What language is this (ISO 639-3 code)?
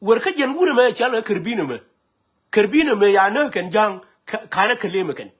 nus